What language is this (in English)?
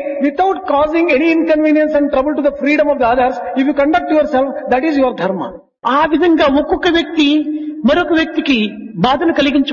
Telugu